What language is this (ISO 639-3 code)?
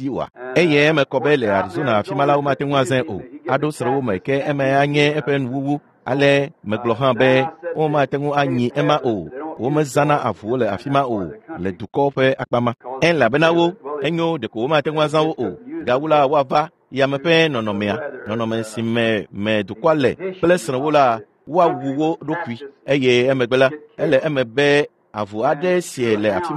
ewe